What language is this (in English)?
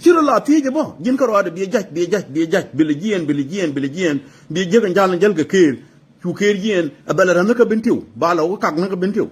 Nuer